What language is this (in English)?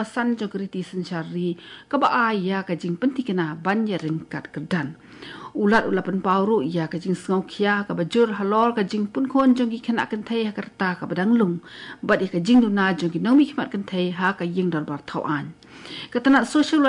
Khasi